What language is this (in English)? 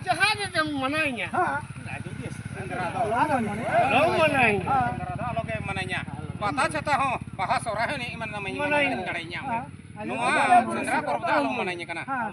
Santali